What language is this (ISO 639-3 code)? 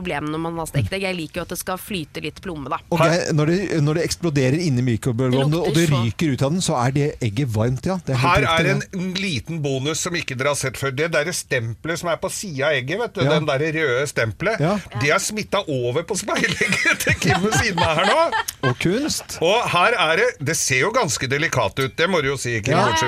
nor